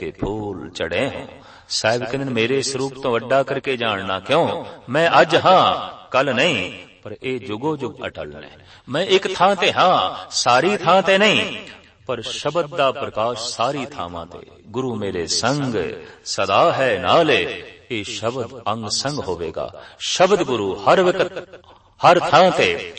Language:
Punjabi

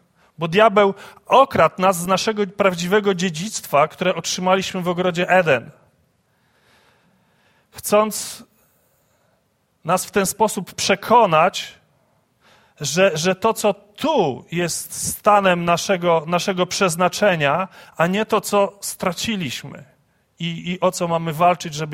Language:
Polish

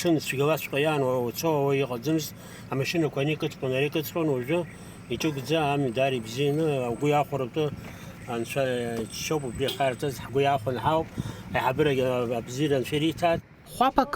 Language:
Abkhazian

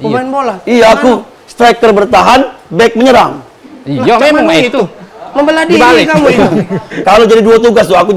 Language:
Musi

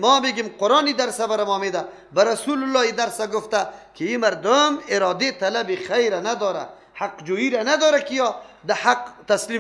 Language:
Persian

